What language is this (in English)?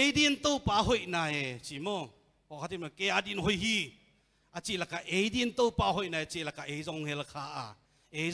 Tedim Chin